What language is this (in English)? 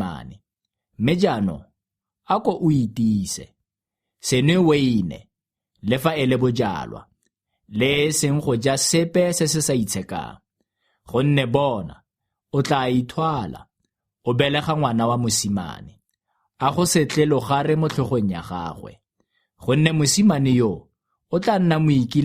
Tswana